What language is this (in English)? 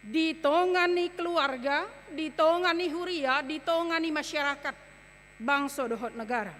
Batak Toba